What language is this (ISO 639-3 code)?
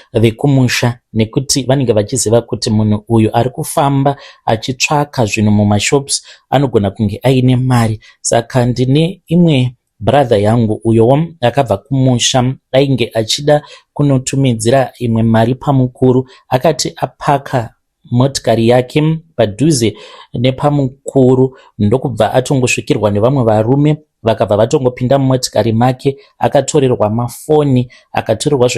sna